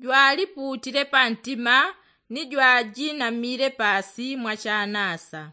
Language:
Yao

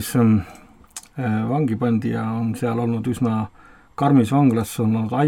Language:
Estonian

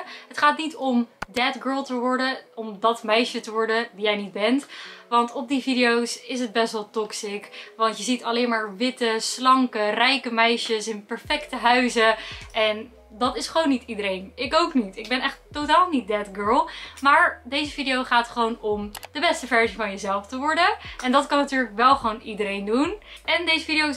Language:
Dutch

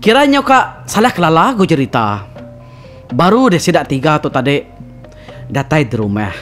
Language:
Iban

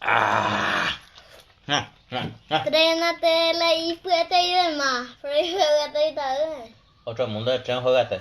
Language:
Guarani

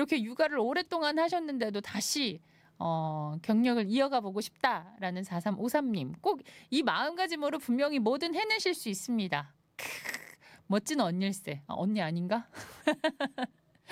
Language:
Korean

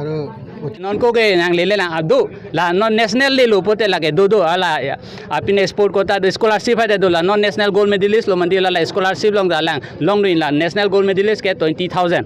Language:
Karbi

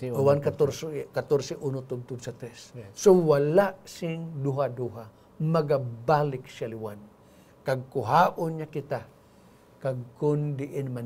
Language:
Hiligaynon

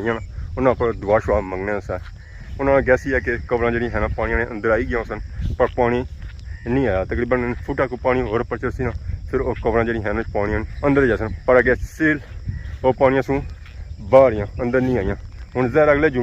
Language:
Pahari-Potwari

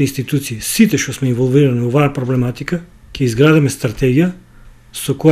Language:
Macedonian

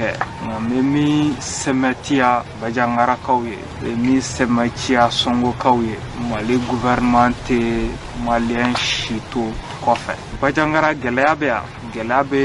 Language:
Bambara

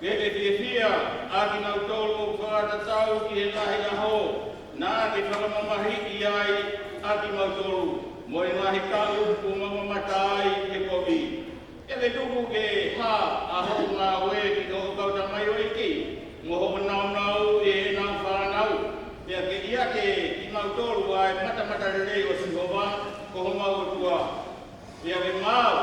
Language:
Tongan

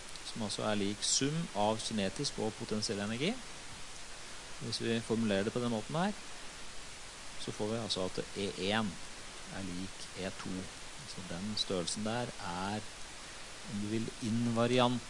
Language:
Norwegian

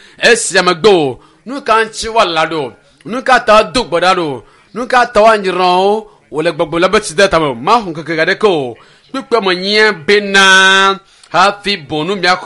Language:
Ewe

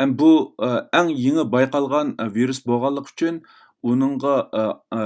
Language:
Uyghur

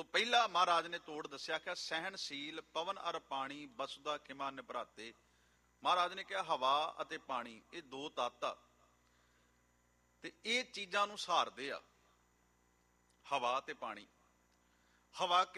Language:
Punjabi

